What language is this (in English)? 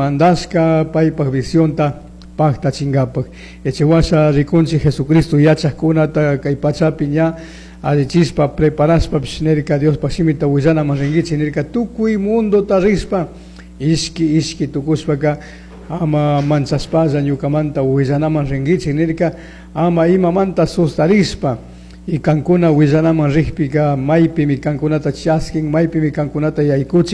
Chimborazo Highland Quichua